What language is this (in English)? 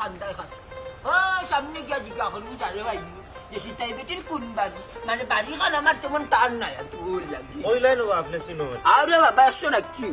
Sylheti